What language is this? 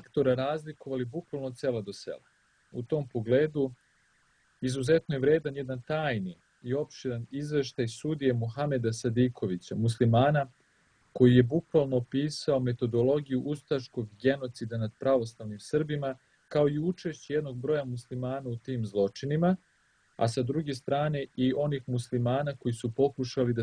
Serbian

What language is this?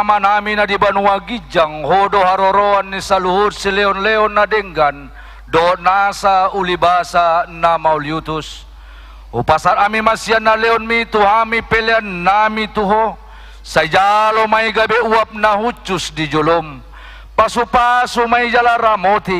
Batak Toba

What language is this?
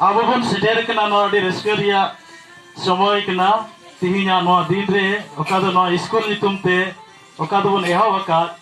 Santali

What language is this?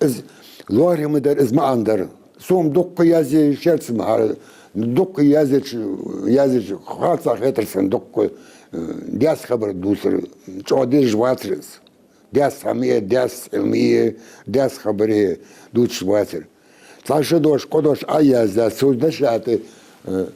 Ingush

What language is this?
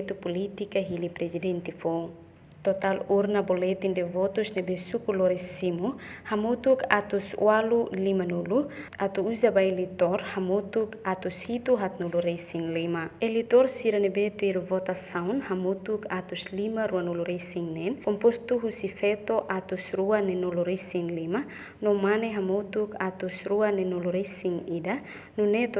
Tetum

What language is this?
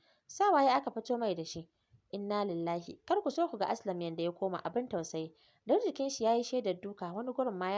Hausa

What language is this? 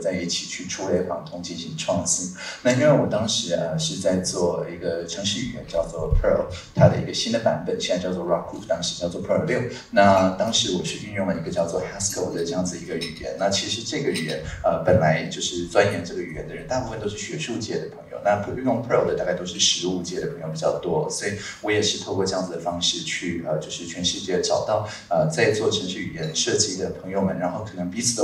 Chinese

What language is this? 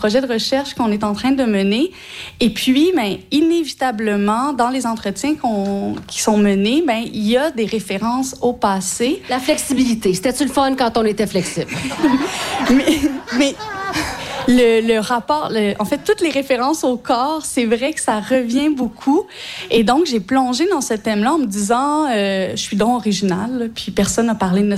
French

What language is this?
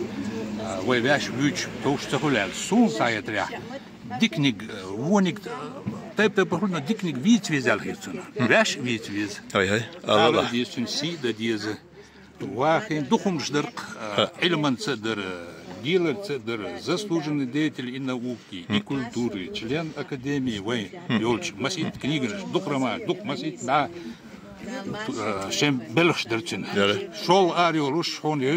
Chechen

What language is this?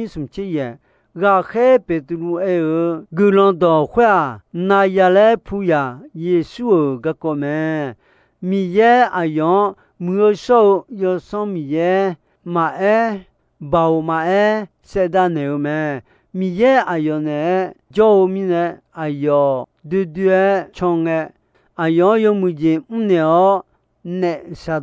Akha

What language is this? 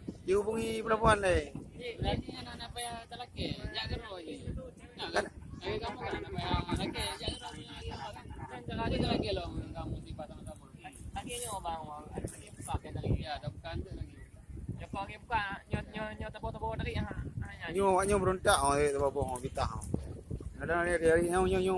Achinese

